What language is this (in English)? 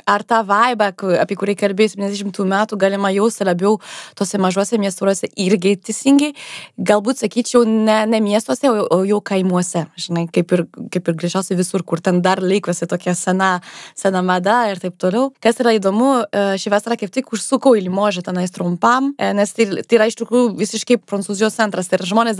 Lithuanian